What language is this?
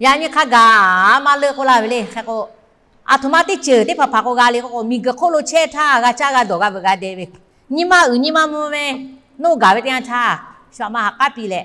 Lahu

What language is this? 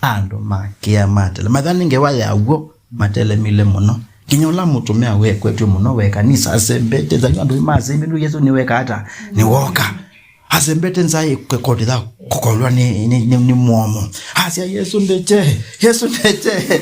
Kamba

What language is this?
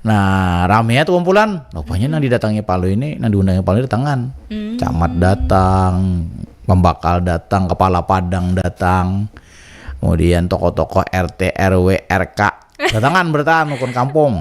Banjar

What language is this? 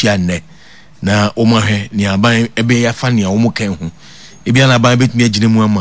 Akan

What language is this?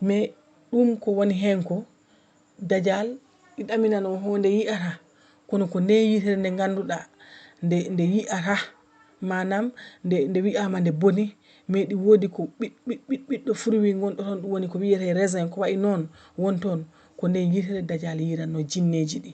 Fula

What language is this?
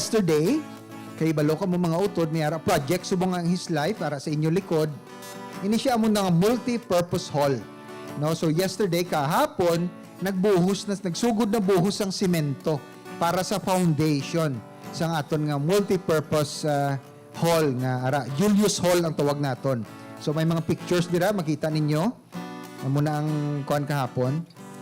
Hiligaynon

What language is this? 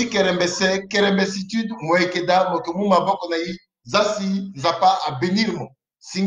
Sango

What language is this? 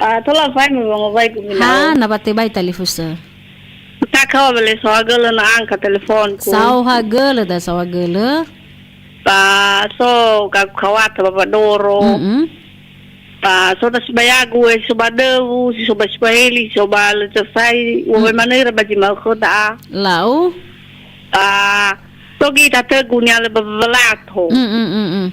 Nias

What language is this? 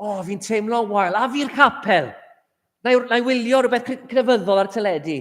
Welsh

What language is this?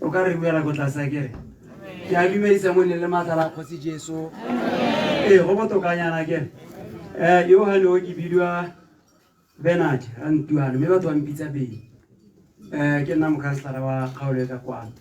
Tswana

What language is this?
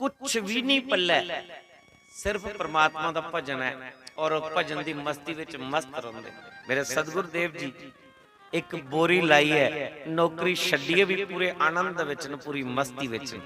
Dogri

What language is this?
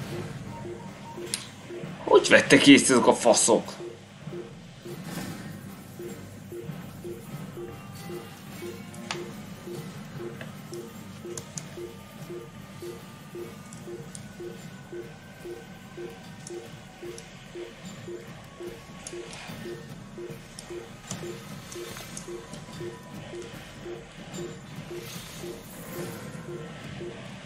Hungarian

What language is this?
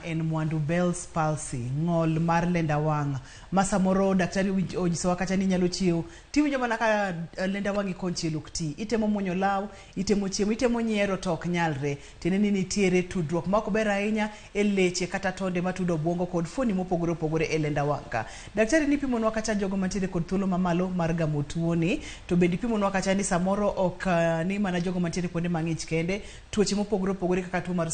Luo (Kenya and Tanzania)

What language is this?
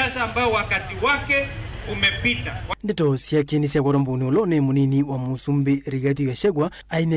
Kamba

